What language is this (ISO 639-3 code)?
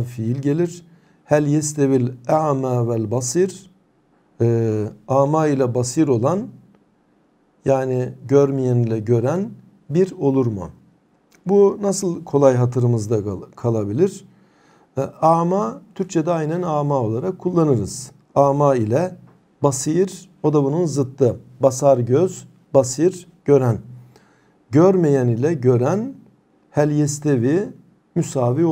tur